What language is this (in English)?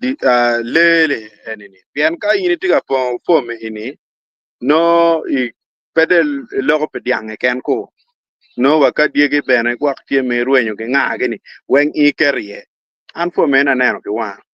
Acoli